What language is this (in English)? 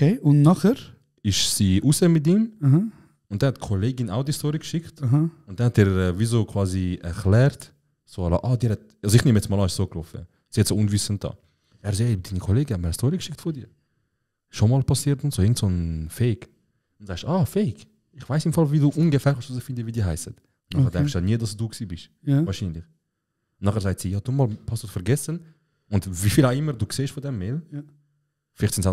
Swiss German